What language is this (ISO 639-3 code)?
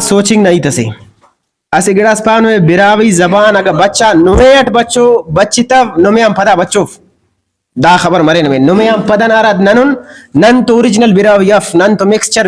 brh